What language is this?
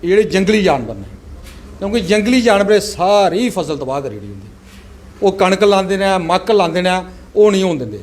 Dogri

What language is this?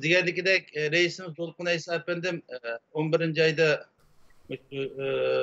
Uyghur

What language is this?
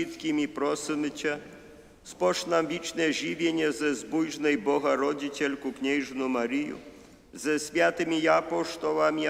Upper Sorbian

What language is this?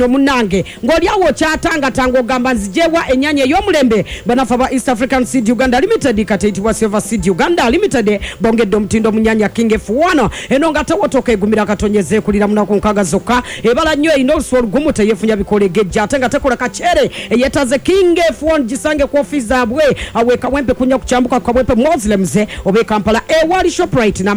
Ganda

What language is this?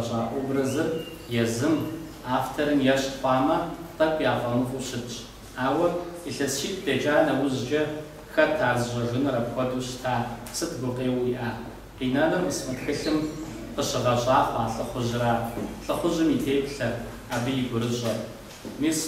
Kabardian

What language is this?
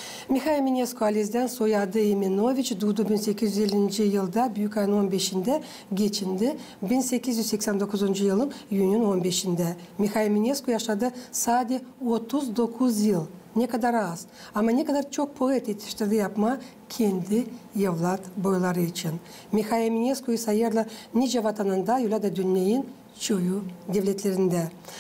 Gagauz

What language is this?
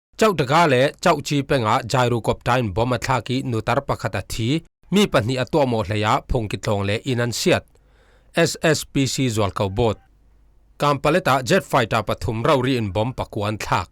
Falam Chin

